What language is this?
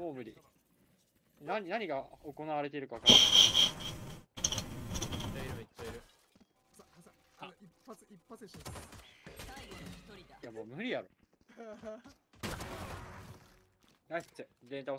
Japanese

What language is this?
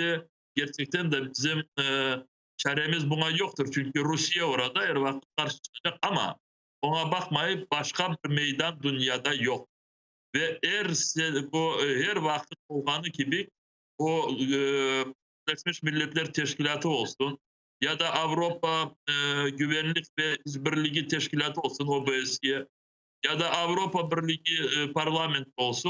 Crimean Tatar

